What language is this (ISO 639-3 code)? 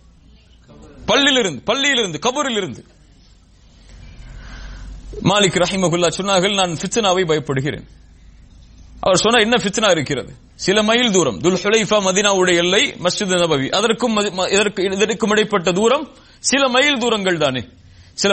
tam